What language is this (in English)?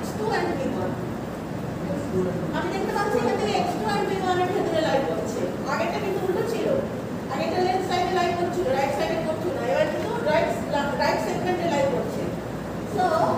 Bangla